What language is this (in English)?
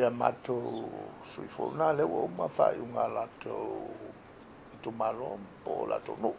Samoan